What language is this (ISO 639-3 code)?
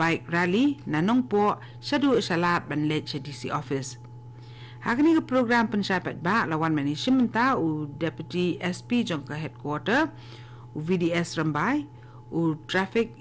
kha